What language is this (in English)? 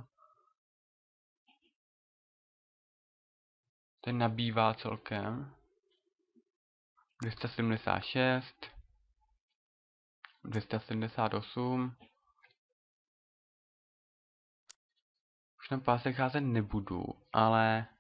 Czech